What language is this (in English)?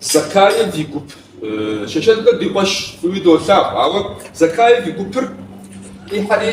Kabardian